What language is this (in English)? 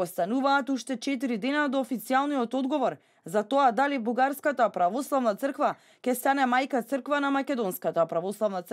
Macedonian